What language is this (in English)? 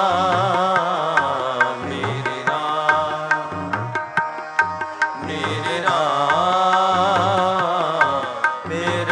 Punjabi